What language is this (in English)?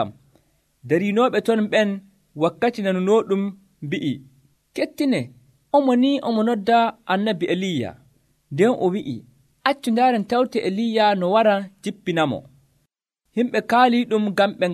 Nigerian Fulfulde